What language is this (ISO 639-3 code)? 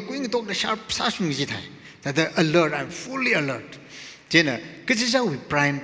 nmf